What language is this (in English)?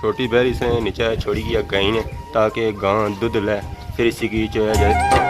Pahari-Potwari